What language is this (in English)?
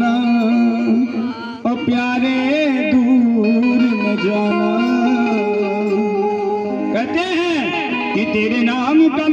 Hindi